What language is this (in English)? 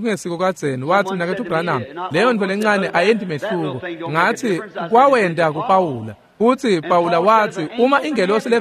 Swati